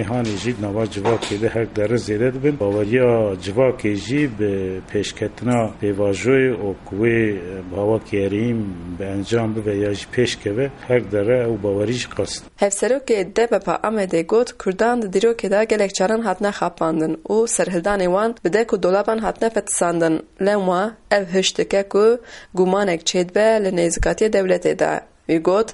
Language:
Kurdish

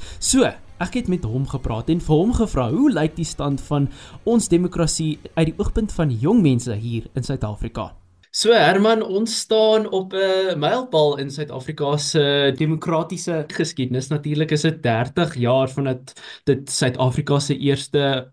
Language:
Afrikaans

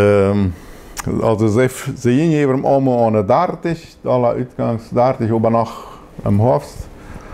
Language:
Plautdietsch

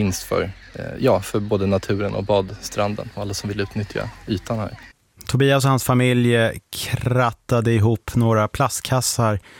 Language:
Swedish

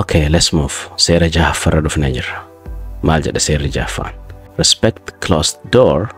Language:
Oromo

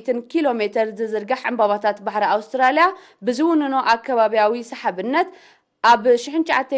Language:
Tigrinya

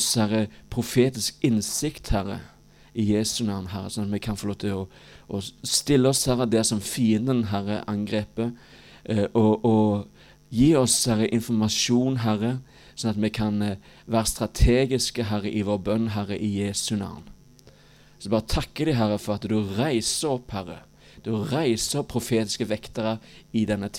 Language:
Norwegian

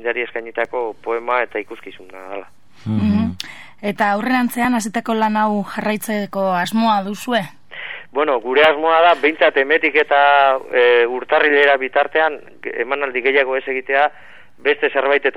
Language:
Basque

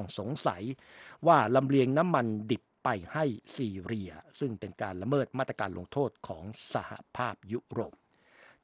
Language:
Thai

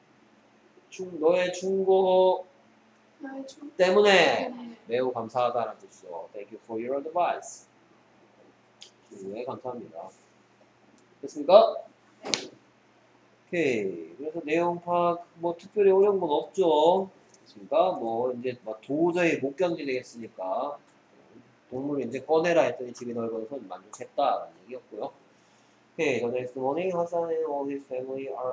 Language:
Korean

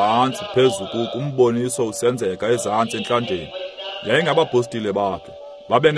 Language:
Xhosa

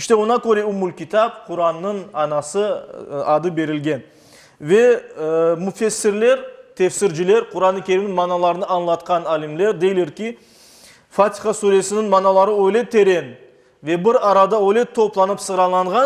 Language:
Crimean Tatar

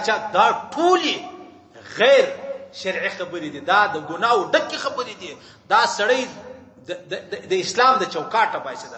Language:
Pashto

